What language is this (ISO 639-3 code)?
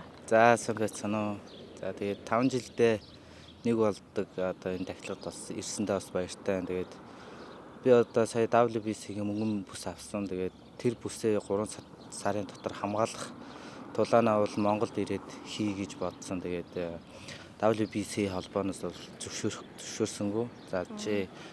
mon